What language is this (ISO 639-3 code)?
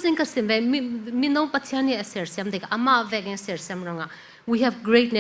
cfm